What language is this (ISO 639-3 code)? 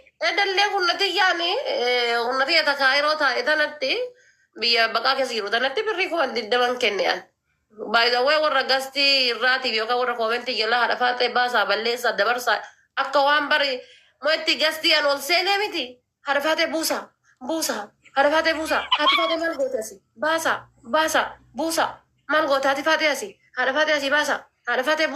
orm